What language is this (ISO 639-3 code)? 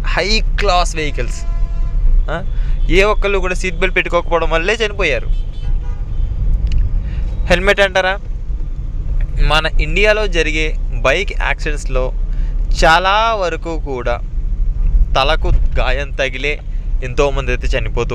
tel